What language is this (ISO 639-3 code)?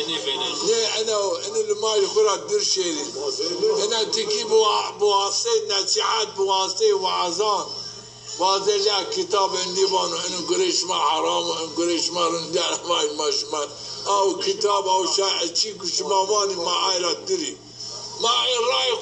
zza